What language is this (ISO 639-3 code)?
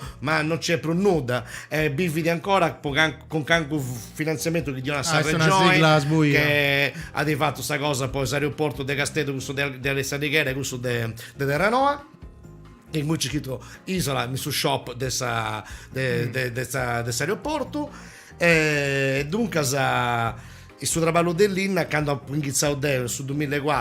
srd